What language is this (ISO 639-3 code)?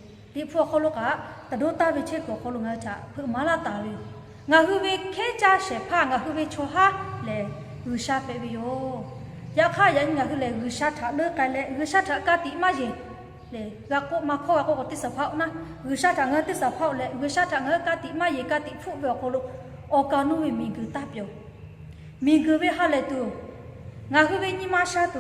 lhu